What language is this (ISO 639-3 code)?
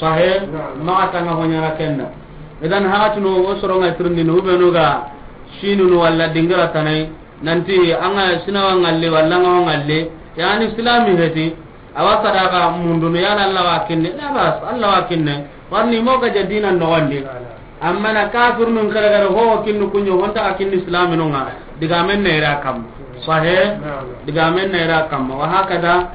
snk